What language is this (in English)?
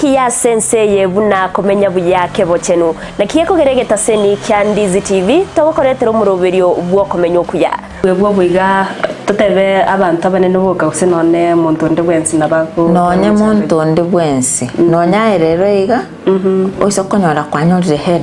Gusii